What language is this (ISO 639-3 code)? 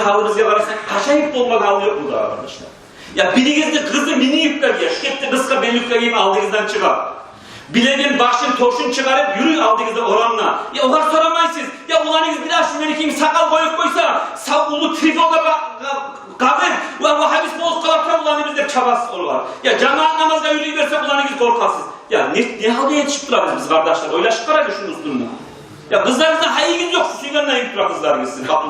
kum